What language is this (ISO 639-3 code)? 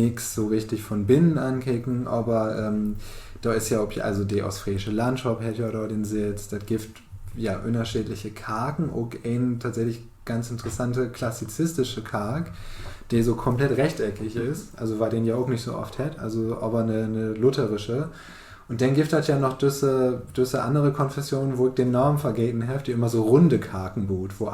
nds